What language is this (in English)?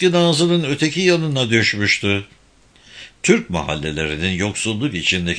Turkish